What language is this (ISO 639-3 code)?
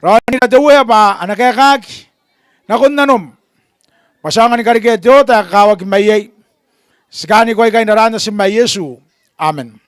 gil